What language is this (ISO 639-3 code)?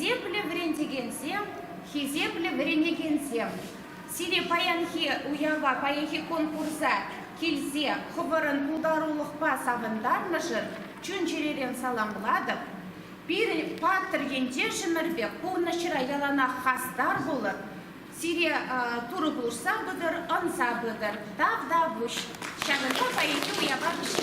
chv